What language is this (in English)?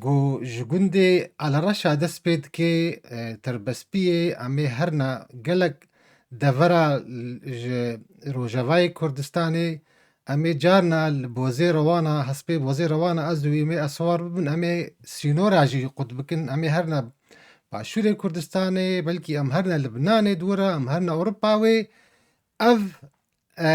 Kurdish